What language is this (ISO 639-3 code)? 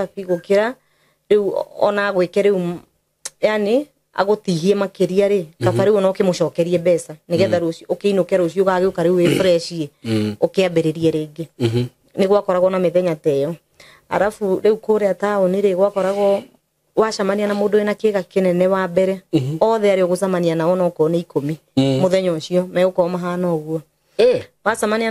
kik